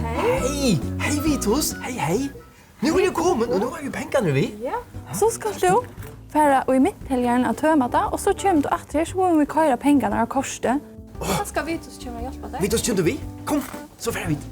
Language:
Faroese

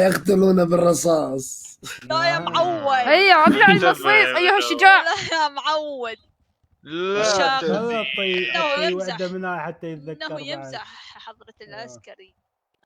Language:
Mesopotamian Arabic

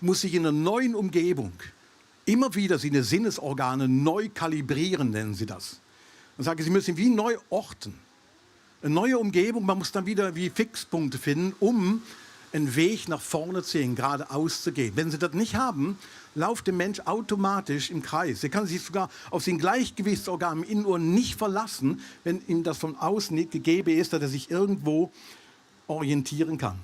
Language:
Swiss German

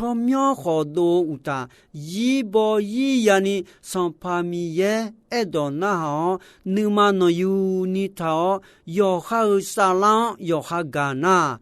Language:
Akha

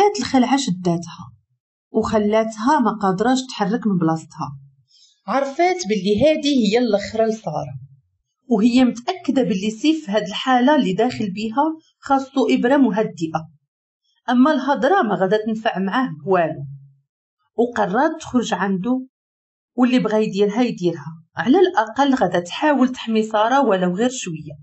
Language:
Moroccan Arabic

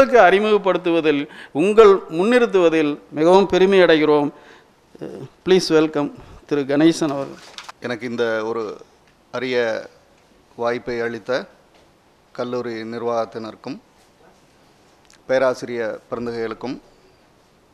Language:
Tamil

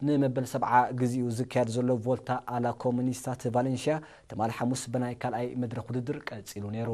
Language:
Tigrinya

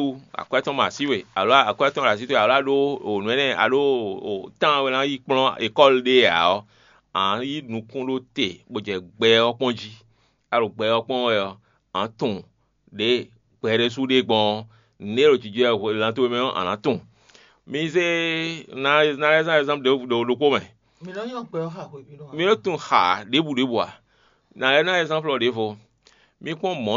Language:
Fon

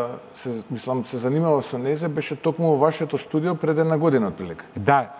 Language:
Macedonian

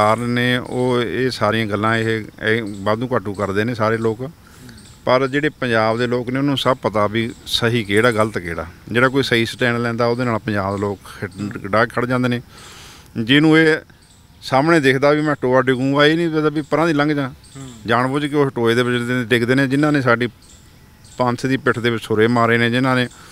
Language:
Punjabi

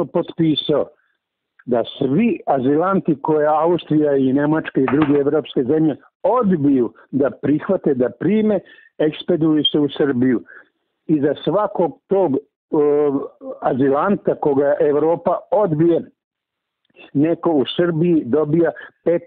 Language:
Serbian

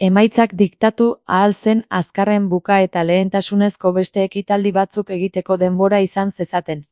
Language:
Basque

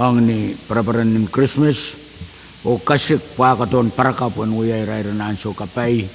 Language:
Pohnpeian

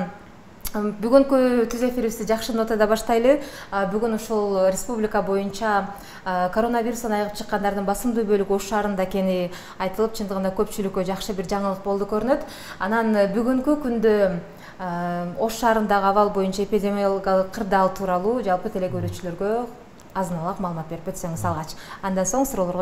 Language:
Kyrgyz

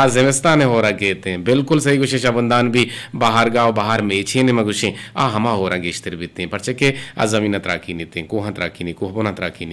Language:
Eastern Balochi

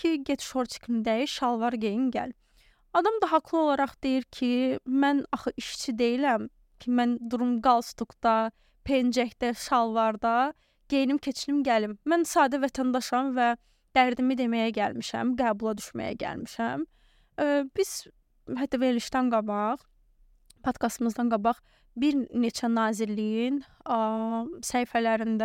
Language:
Azerbaijani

